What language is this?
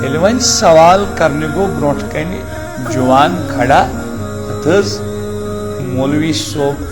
Kashmiri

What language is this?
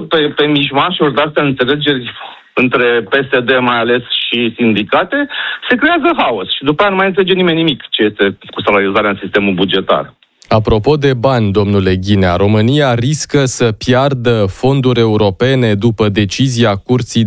Romanian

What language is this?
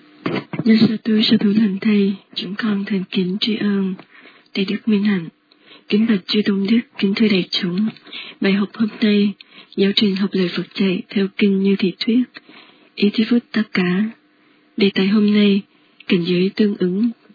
Vietnamese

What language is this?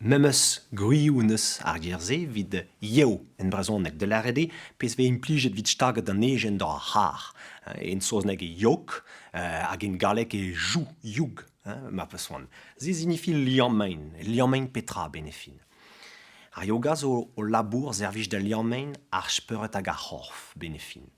Breton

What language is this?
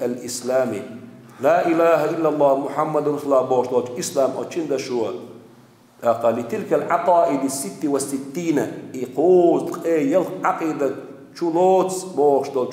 Chechen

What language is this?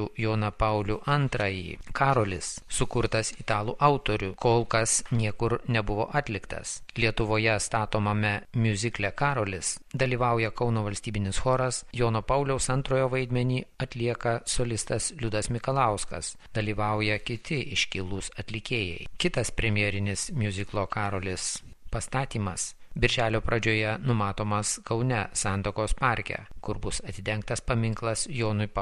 Lithuanian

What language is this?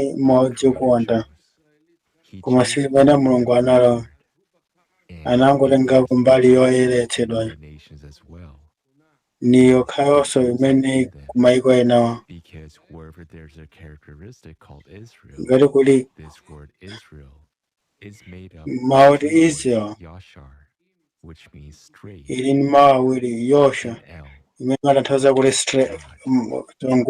Nyanja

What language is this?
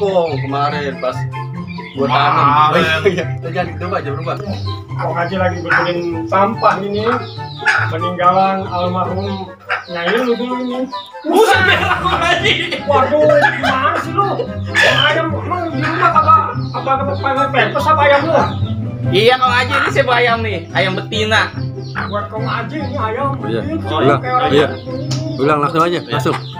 Betawi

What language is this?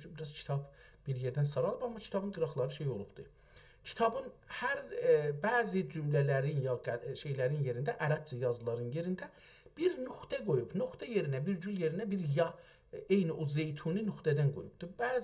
South Azerbaijani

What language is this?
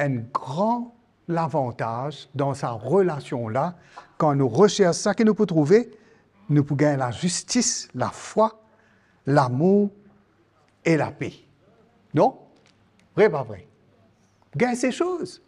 Morisyen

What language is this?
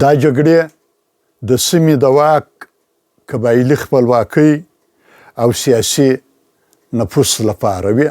Pashto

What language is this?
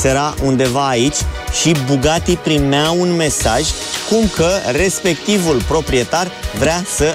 Romanian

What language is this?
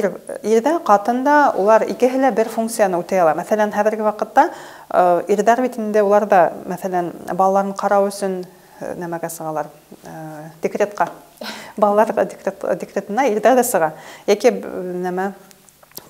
Bashkir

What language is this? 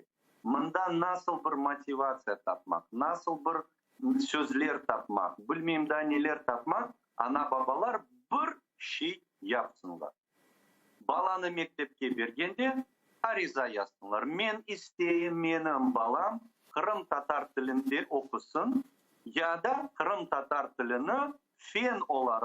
Crimean Tatar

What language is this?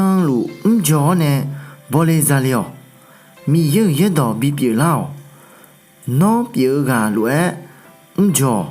Akha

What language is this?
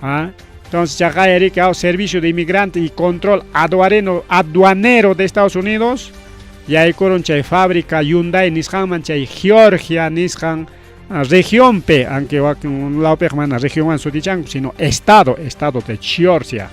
Ayacucho Quechua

